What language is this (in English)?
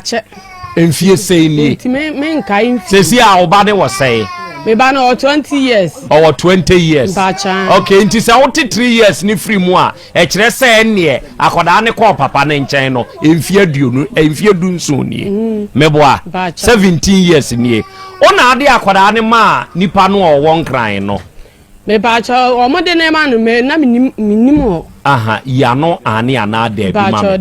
Akan